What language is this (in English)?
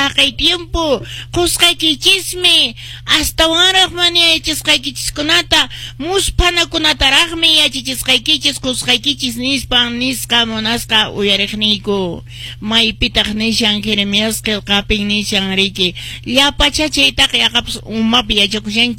Quechua